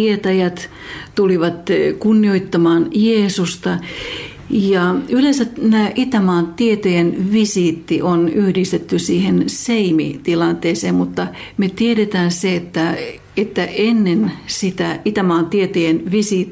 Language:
Finnish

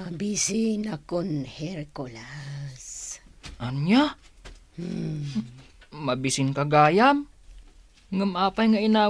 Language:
Iloko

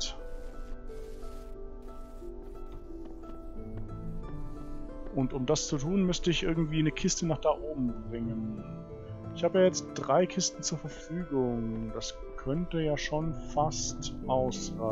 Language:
German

